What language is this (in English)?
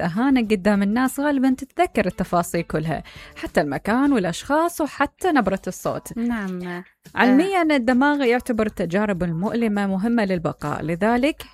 Mesopotamian Arabic